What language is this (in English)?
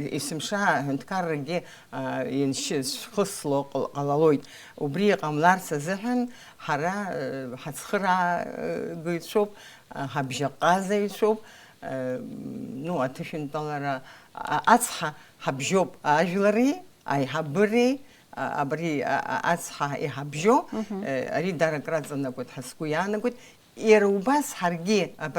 Abkhazian